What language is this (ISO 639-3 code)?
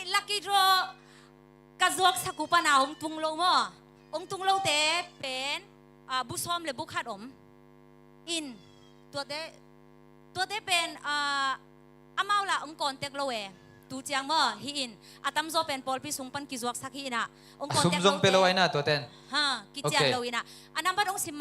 ctd